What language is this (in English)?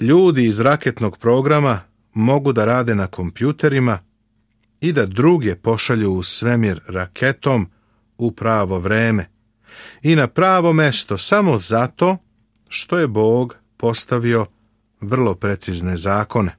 Serbian